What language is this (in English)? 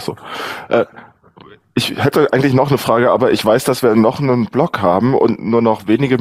German